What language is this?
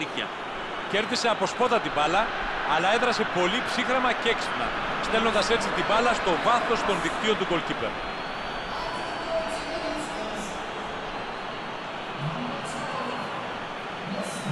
Greek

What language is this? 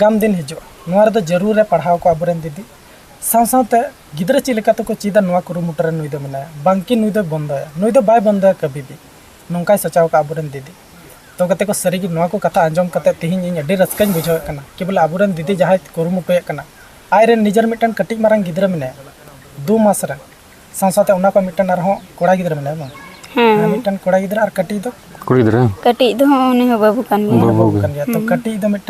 Santali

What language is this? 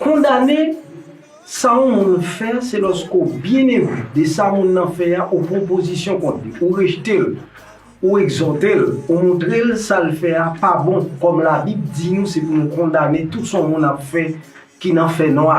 Haitian Creole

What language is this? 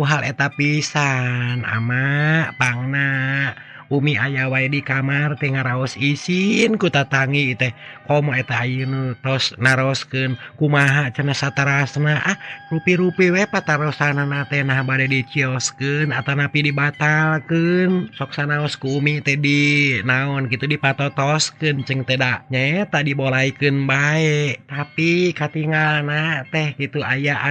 Sundanese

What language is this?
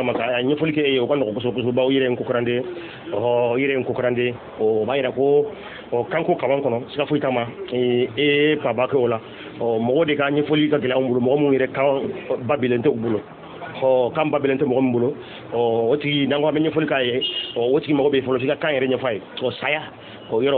Bambara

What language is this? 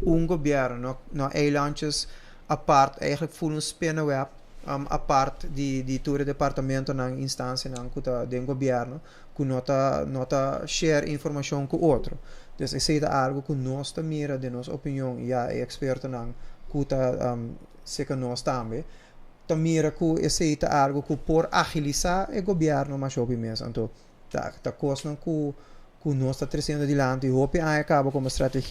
Papiamento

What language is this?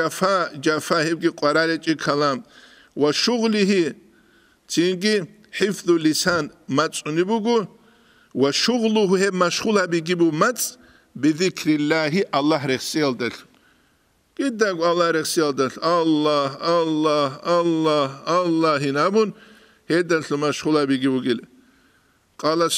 Avaric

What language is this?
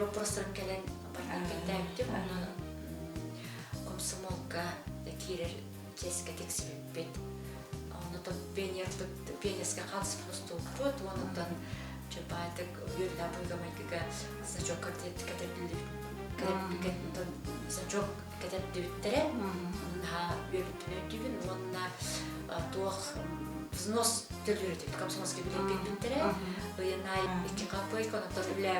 Yakut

